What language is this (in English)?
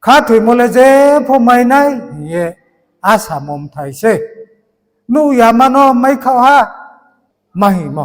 Riang (India)